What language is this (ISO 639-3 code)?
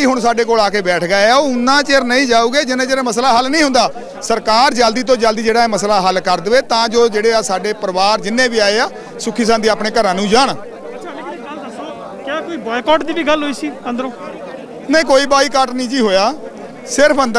pan